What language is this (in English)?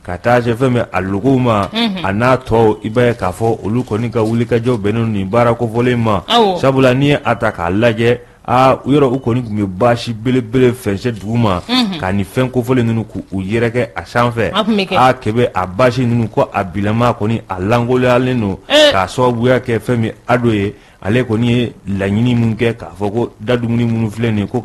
Bambara